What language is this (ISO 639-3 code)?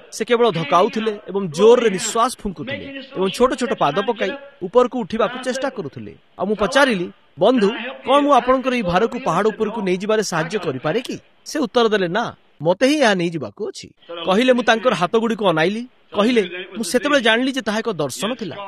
ori